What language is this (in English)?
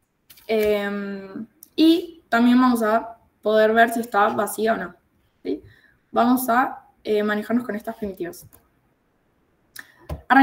Spanish